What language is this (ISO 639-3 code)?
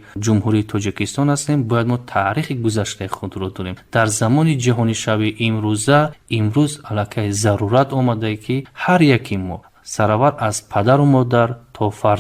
tgk